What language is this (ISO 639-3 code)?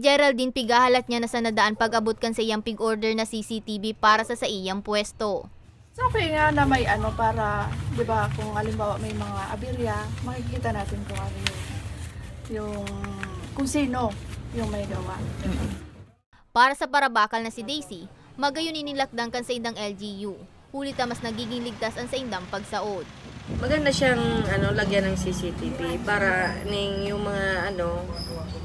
bik